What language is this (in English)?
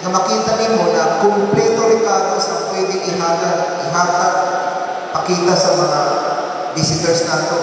Cebuano